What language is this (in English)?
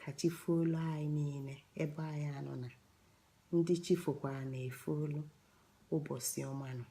Igbo